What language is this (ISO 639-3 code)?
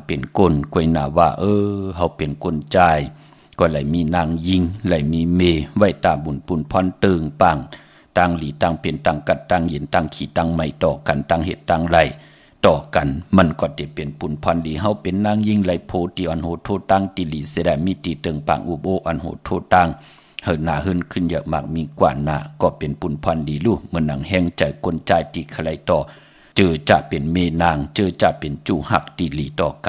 shn